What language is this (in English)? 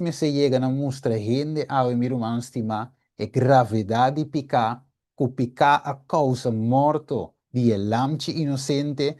Papiamento